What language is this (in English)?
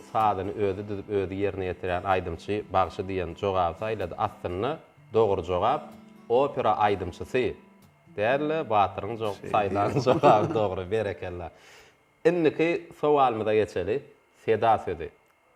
Turkmen